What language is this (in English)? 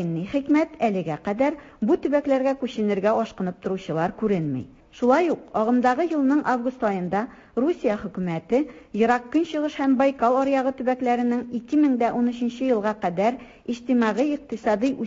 Tatar